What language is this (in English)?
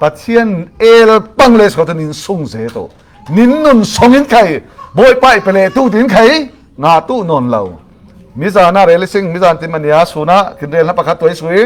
Falam Chin